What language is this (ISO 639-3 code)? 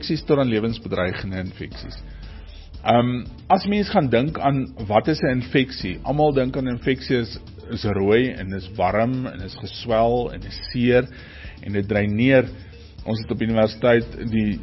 afr